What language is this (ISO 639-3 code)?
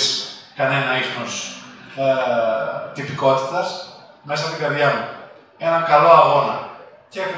ell